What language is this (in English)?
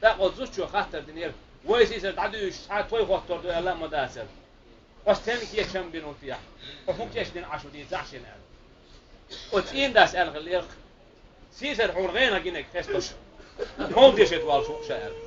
Chechen